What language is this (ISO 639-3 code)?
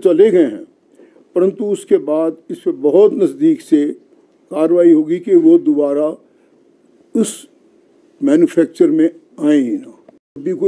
hin